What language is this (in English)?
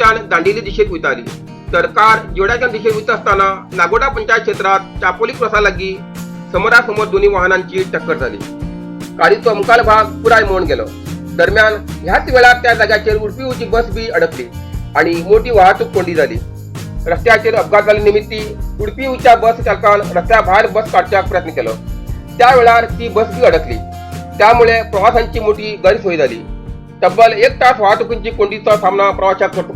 Konkani